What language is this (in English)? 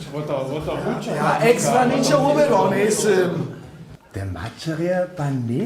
Upper Sorbian